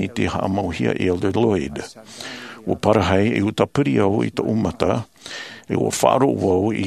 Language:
Tahitian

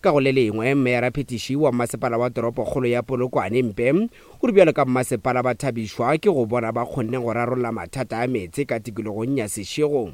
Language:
Northern Sotho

